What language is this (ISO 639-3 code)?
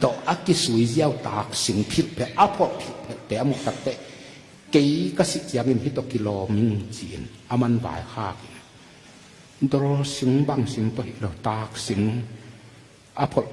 ctd